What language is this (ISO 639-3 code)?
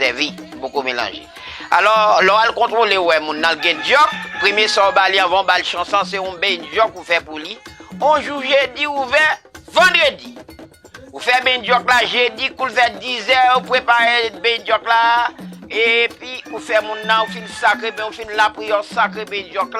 hat